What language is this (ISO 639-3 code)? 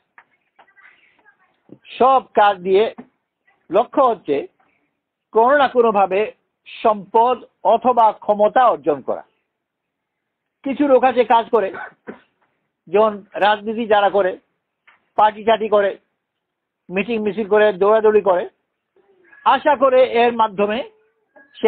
ben